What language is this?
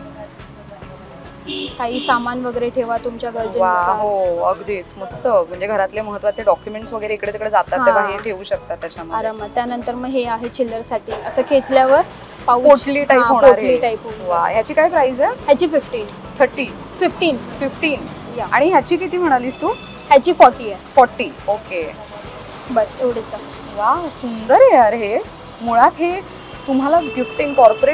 Marathi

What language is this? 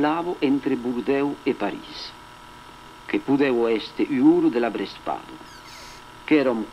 Occitan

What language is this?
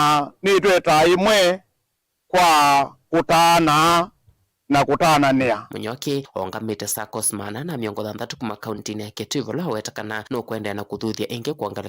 Kamba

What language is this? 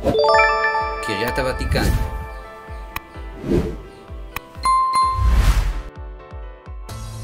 Hebrew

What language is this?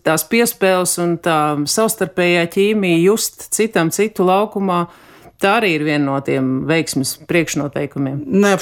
Latvian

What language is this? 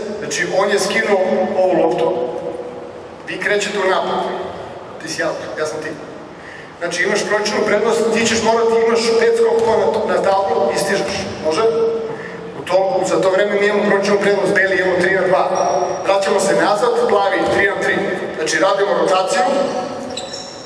Serbian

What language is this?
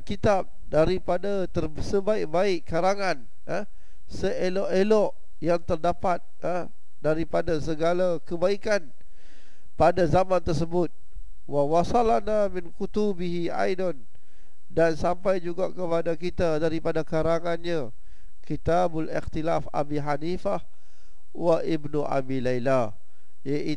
Malay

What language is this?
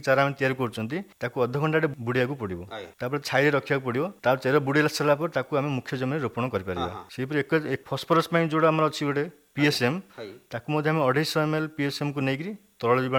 Odia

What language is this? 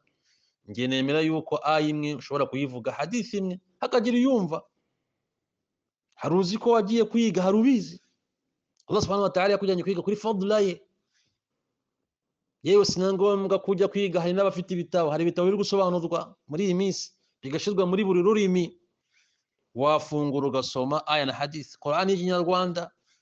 Kinyarwanda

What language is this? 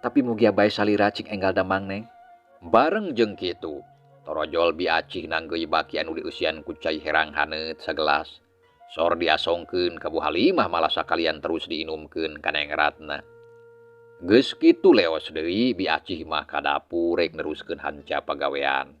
Sundanese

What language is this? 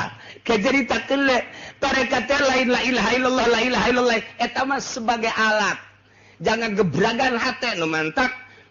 Sundanese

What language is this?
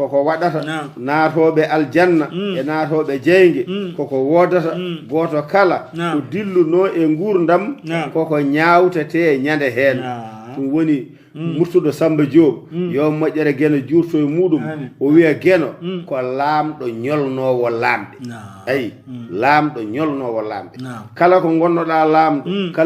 Fula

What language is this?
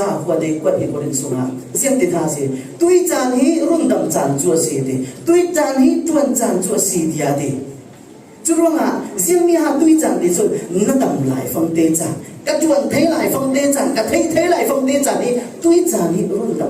Falam Chin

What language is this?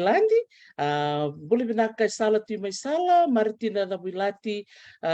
Fijian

